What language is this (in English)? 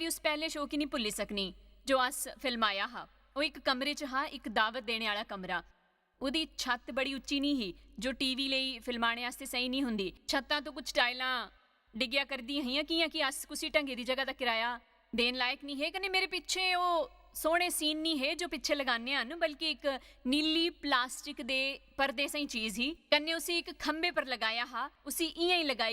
Dogri